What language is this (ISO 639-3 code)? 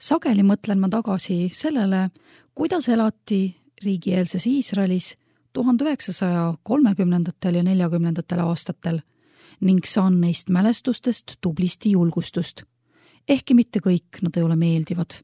est